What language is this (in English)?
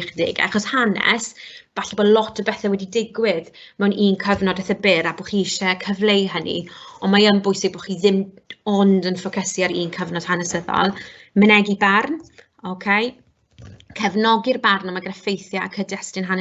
Welsh